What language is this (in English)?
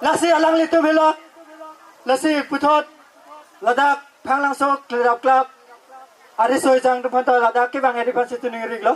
Karbi